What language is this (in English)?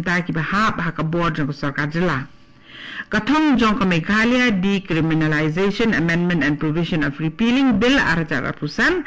Khasi